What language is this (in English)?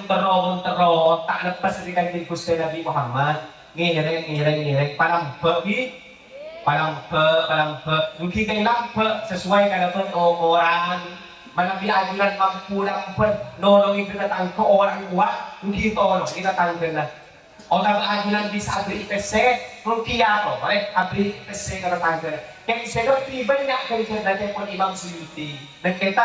Madurese